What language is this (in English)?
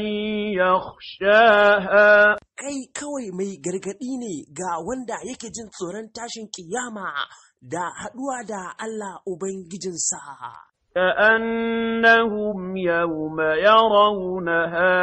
Hausa